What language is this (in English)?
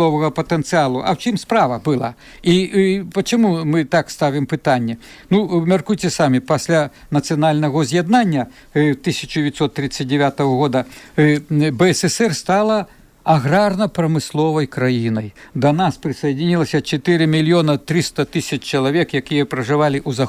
Belarusian